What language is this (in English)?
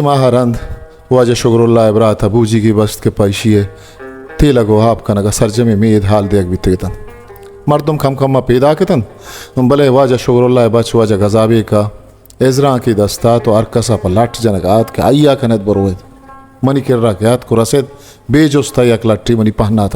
Eastern Balochi